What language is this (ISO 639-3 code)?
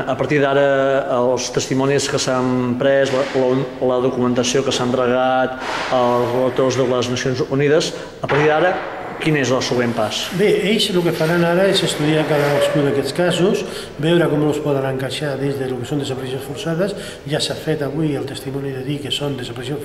cat